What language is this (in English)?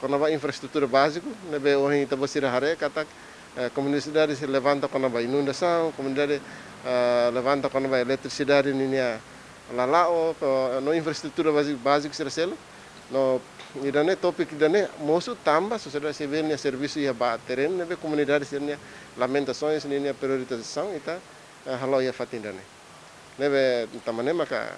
Tetum